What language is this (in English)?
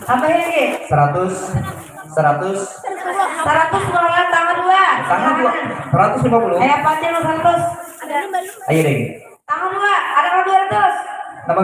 Banjar